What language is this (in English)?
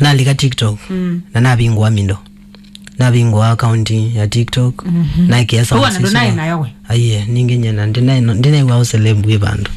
Kamba